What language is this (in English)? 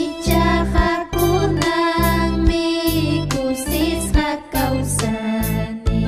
Ayacucho Quechua